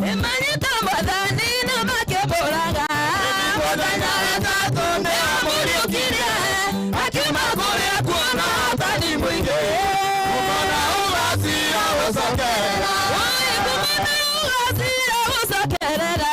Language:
Kikuyu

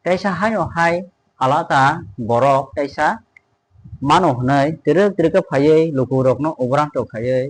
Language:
Kok Borok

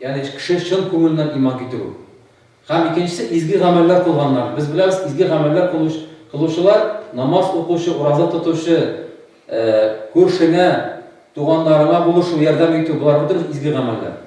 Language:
Tatar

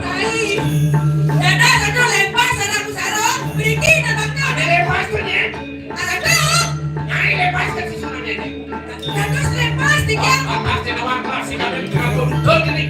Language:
Balinese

